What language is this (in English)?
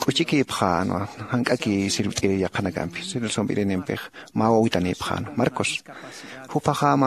Aymara